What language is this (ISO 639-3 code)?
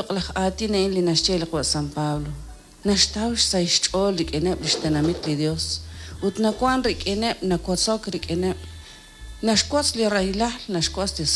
kek